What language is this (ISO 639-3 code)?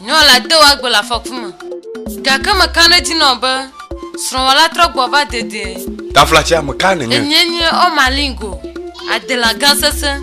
ewe